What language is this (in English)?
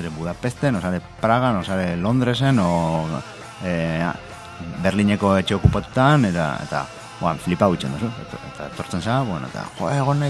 Basque